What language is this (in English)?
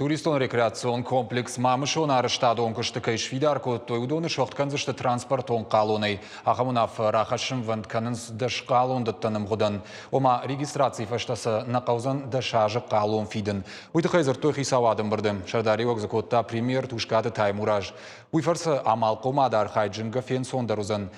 Ossetic